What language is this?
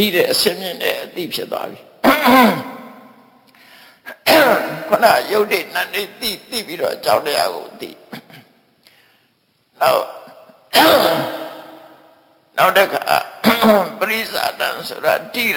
Burmese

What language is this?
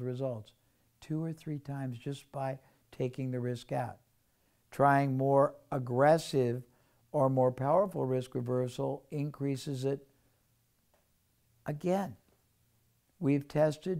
English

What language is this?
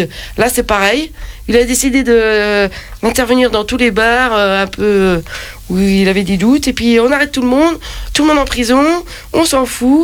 French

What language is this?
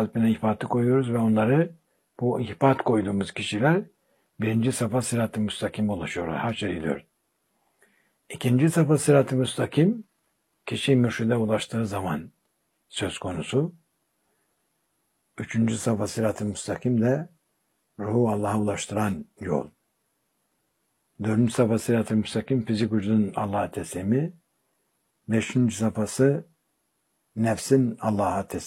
Turkish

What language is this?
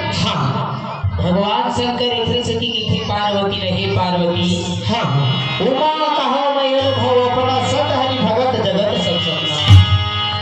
Chhattisgarhi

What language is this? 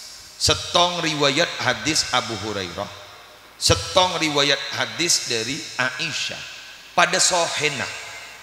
Madurese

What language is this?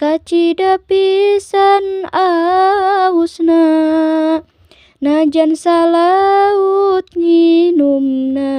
Sundanese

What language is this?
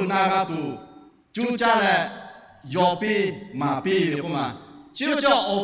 Lahu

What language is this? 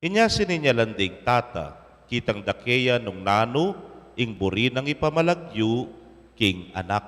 Pampanga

